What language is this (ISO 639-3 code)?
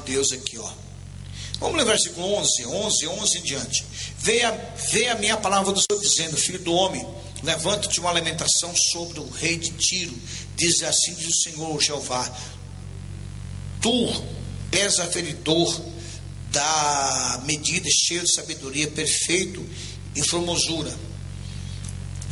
por